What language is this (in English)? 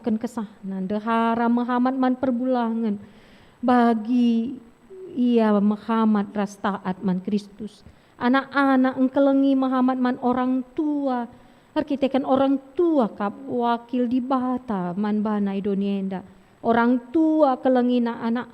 Batak Karo